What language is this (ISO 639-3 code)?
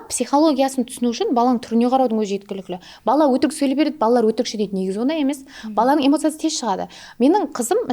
kaa